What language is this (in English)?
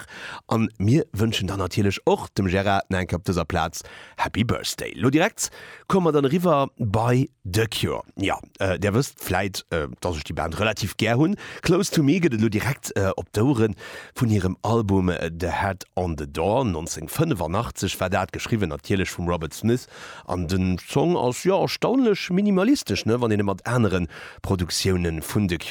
Luxembourgish